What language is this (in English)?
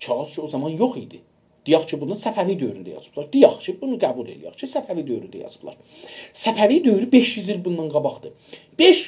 South Azerbaijani